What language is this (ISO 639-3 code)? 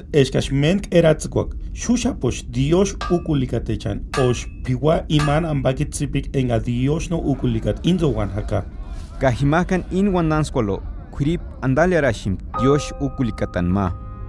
tsz